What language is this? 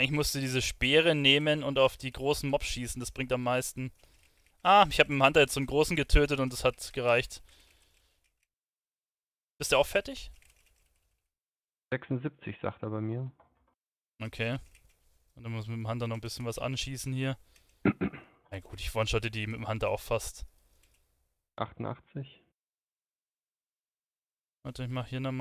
German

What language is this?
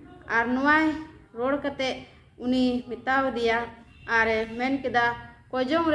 Santali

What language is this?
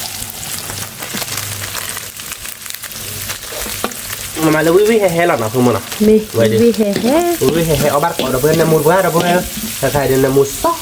S'gaw Karen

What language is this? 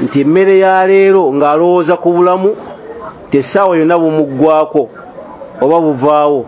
Ganda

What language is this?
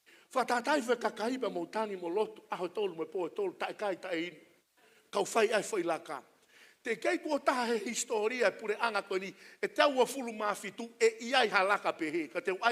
Tongan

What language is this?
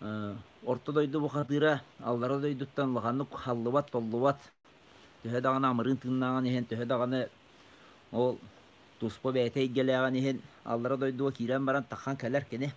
Yakut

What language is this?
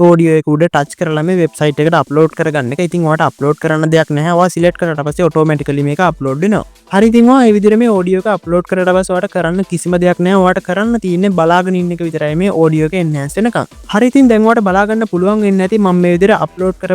Sinhala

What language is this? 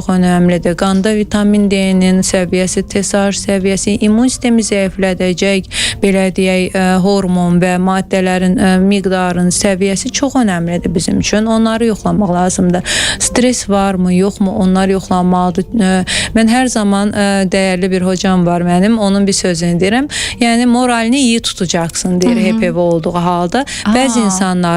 Azerbaijani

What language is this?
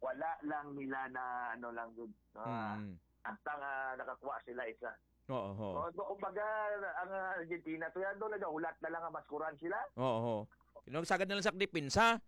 Hiligaynon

